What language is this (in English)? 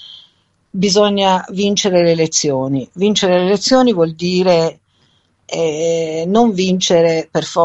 Italian